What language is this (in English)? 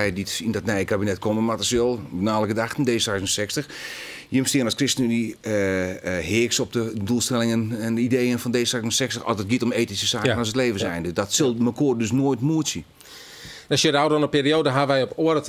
Western Frisian